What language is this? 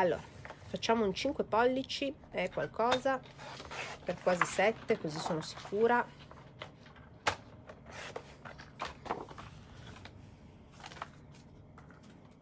Italian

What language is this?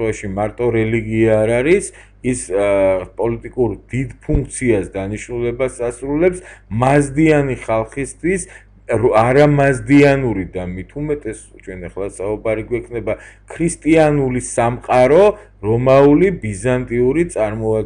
Georgian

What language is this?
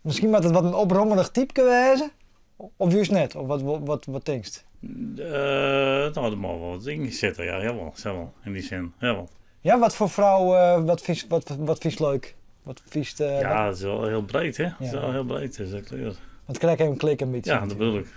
Western Frisian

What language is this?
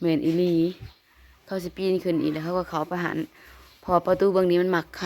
Northeastern Thai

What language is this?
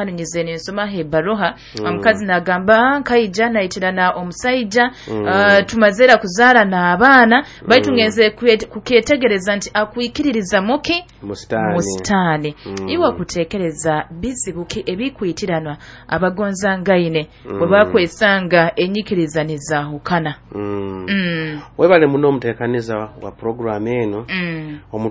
Nyoro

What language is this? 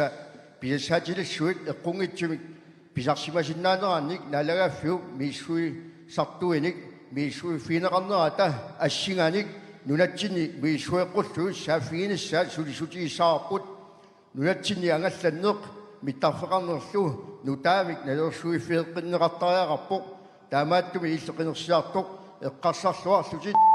Kalaallisut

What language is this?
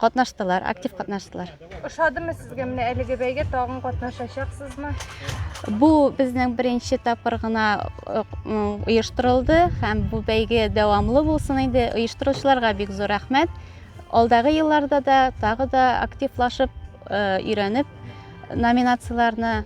Tatar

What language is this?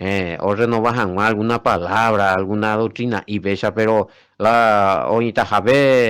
Guarani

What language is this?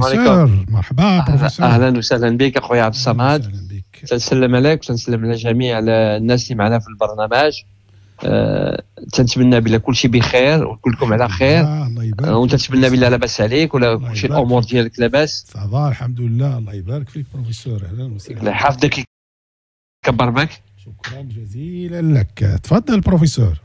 Moroccan Arabic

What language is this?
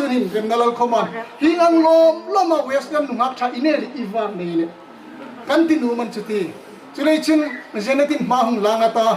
Hmar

